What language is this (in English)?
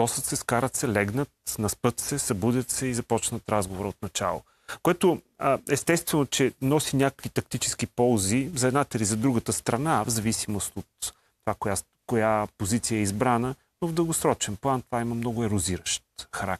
Bulgarian